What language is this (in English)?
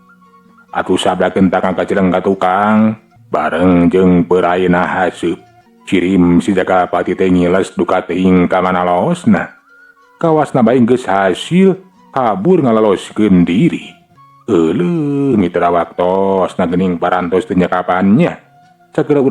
Sundanese